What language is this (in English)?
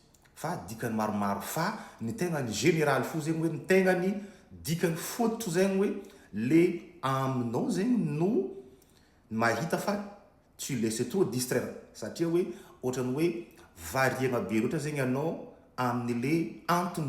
Malagasy